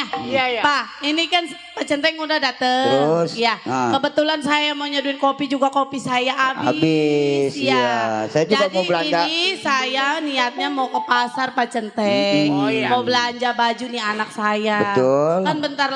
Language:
Betawi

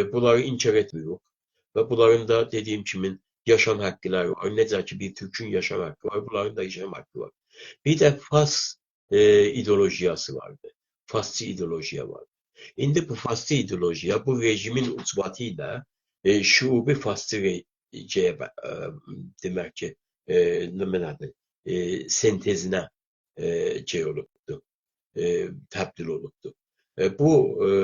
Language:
South Azerbaijani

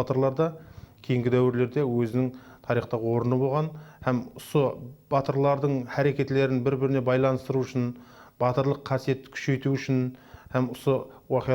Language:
Kara-Kalpak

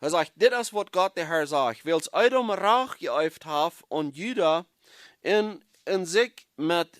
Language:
Plautdietsch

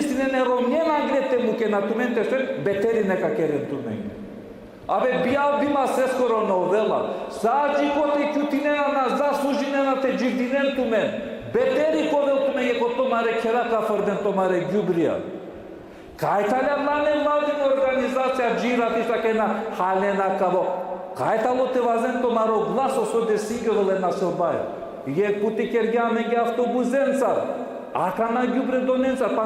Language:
Balkan Romani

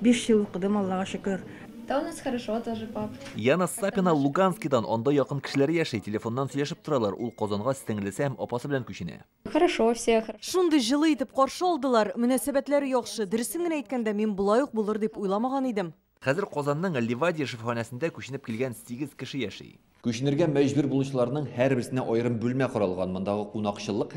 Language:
Tatar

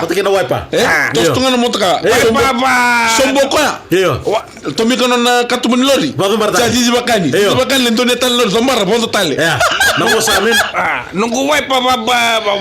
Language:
Fijian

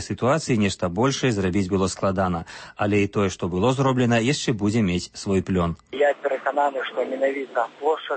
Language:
Belarusian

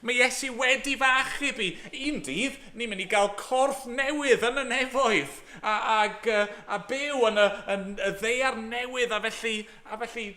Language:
Welsh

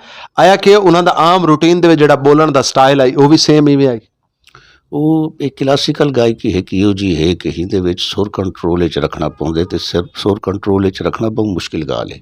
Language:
Western Panjabi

